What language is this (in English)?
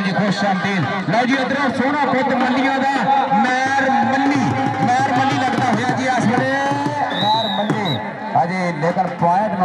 Punjabi